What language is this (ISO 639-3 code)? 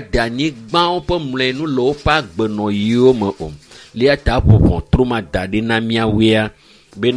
ewe